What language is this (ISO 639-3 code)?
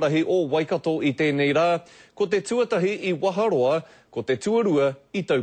mri